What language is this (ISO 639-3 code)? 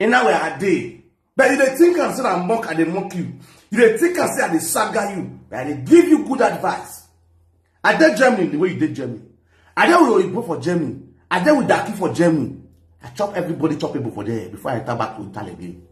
pcm